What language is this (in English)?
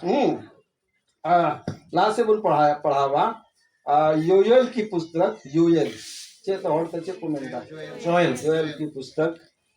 Santali